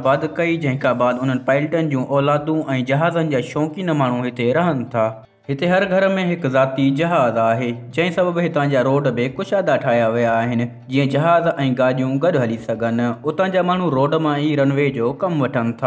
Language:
Sindhi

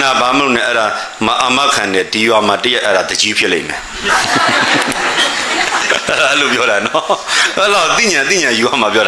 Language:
Burmese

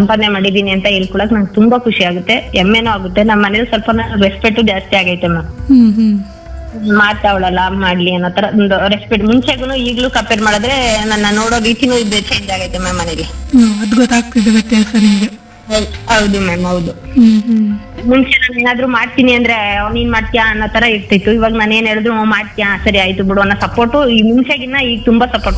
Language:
Kannada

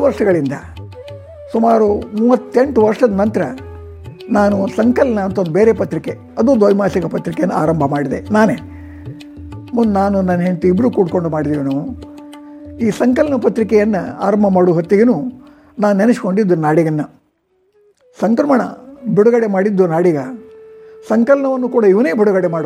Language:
Kannada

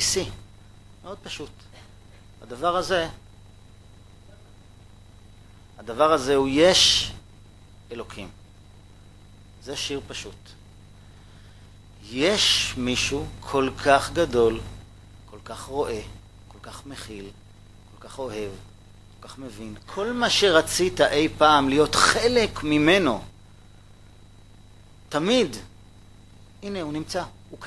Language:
Hebrew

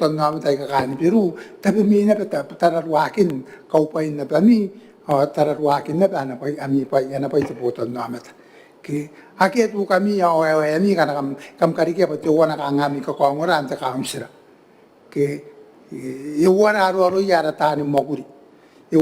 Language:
Gilbertese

